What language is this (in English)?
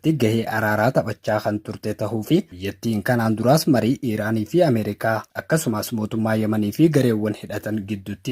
Oromo